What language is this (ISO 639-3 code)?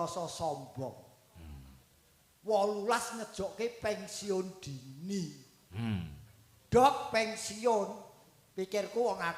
jav